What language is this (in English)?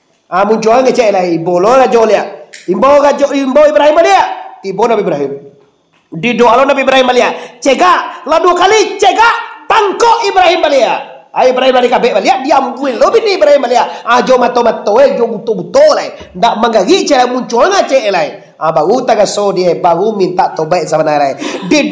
Minangkabau